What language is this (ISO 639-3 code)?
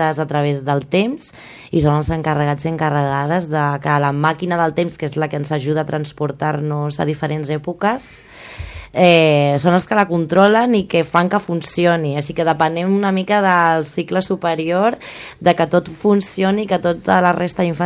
cat